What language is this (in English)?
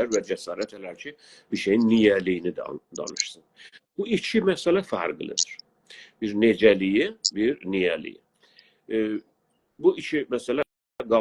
South Azerbaijani